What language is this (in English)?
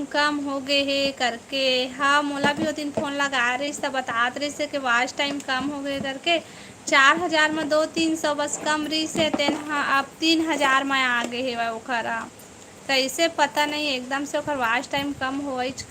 Chhattisgarhi